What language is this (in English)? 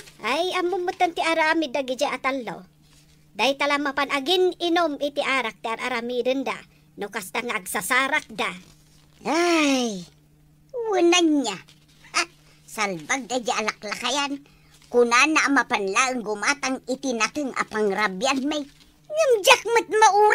Iloko